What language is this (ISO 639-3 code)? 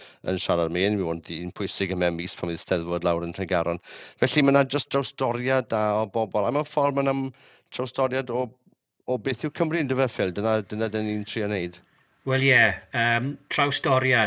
cym